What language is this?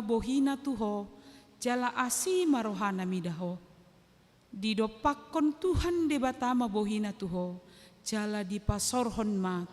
Batak Toba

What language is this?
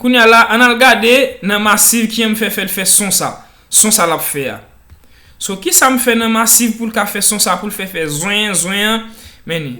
Haitian Creole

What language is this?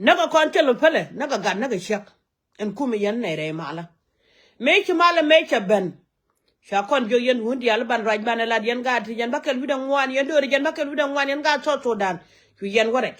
Nuer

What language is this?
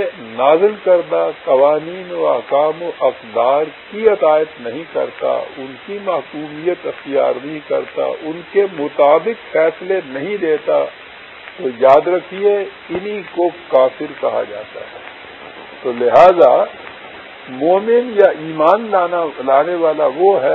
Urdu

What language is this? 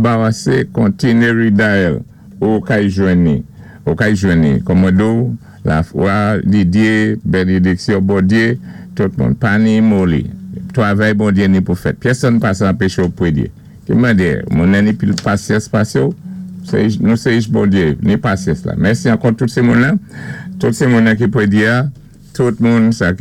Saint Lucian Creole French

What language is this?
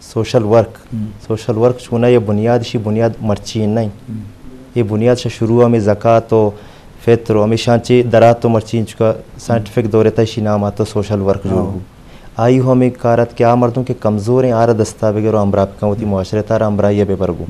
Eastern Balochi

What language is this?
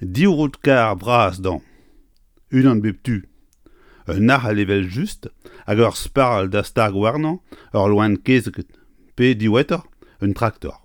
Breton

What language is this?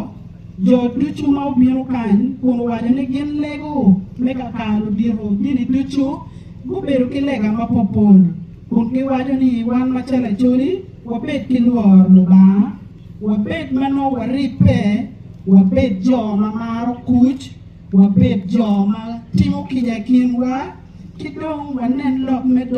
Acoli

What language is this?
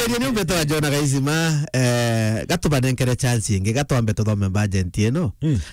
Meru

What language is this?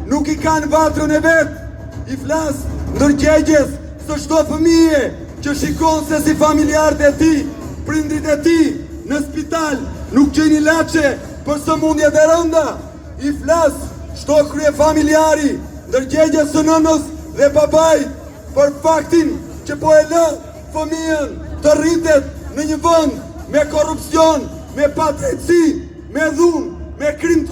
Albanian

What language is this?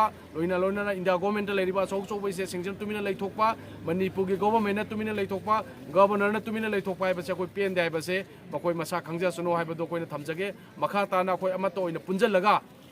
Manipuri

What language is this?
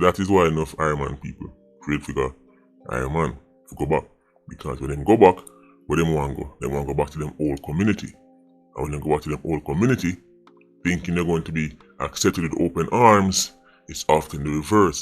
Jamaican Creole English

